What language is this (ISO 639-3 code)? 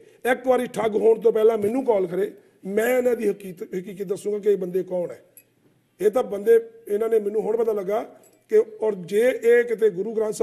pan